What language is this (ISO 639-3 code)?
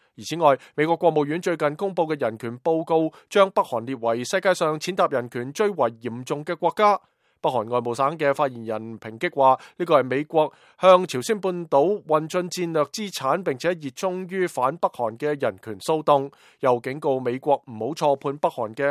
yue